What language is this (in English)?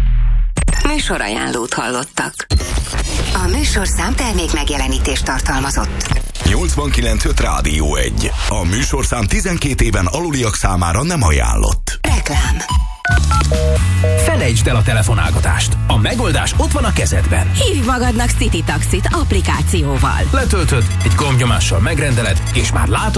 Hungarian